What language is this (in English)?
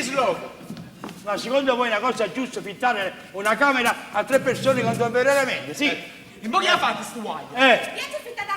Neapolitan